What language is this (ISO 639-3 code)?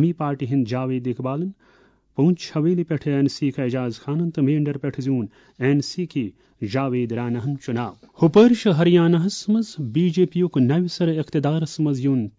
kas